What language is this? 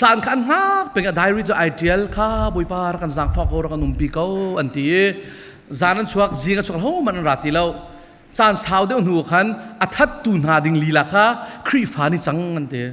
Falam Chin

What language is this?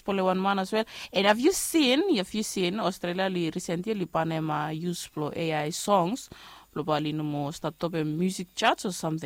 Bislama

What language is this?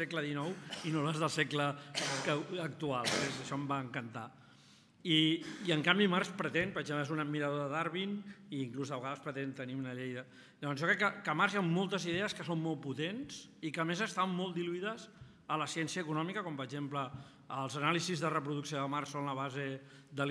Catalan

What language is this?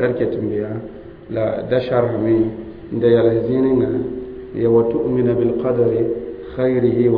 Mossi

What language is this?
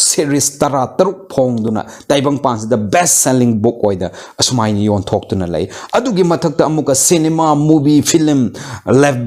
Manipuri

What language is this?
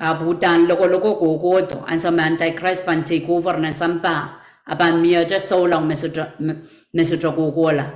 Pohnpeian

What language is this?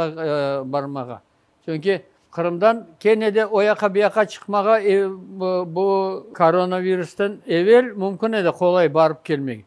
Crimean Tatar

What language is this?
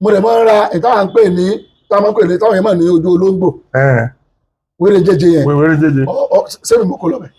Yoruba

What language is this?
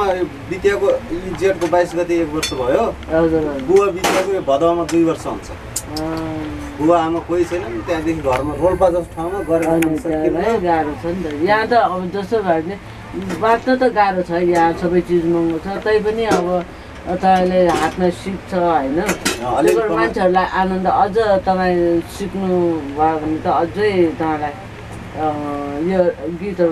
Nepali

